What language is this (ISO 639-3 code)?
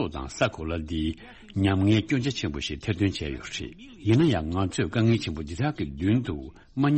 bod